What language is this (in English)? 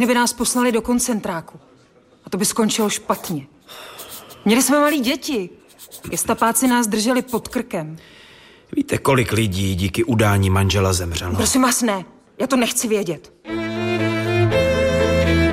Czech